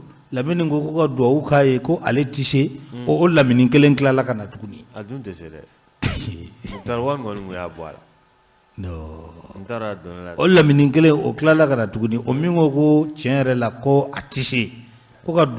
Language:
Bambara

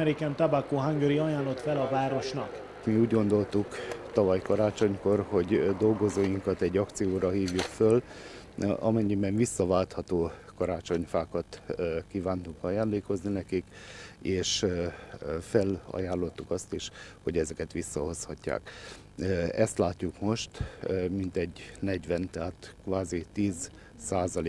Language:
Hungarian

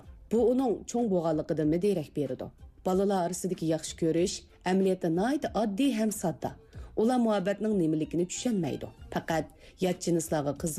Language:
Uyghur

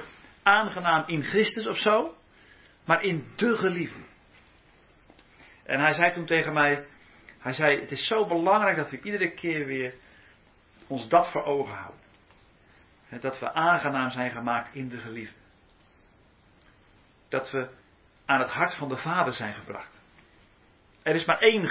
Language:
Dutch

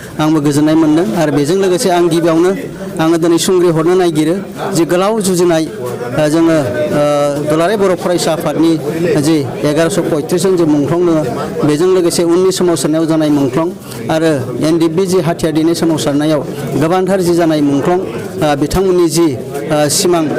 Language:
Bodo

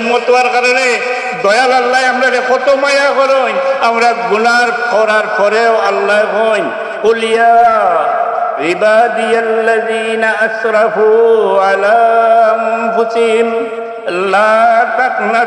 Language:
Sylheti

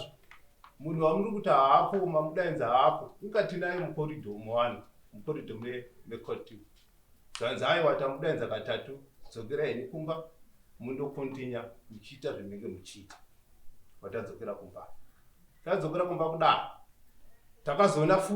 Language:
Shona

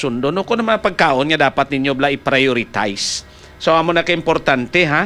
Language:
Hiligaynon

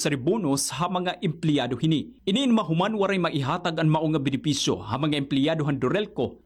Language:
Waray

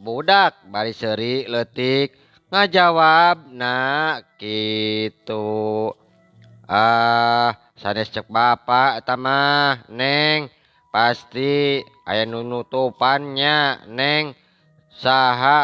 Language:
Sundanese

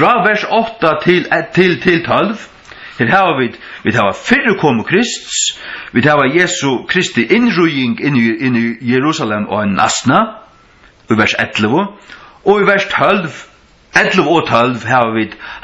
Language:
Faroese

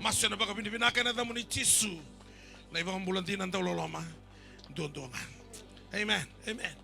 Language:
Fijian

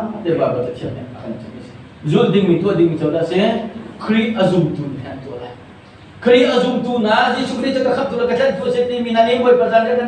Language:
Hakha Chin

